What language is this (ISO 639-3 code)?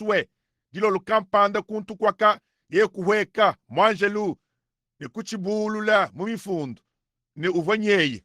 lua